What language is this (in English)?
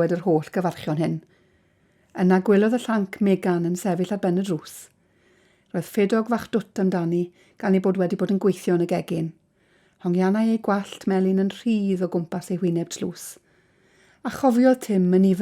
Welsh